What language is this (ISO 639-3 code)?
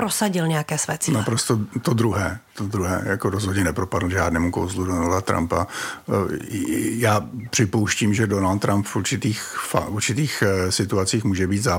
ces